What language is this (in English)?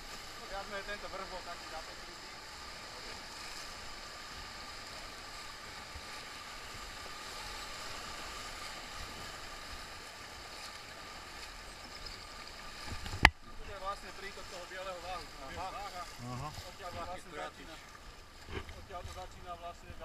Slovak